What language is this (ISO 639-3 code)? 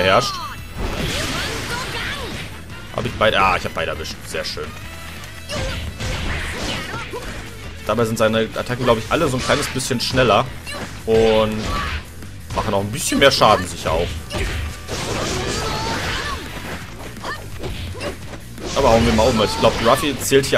deu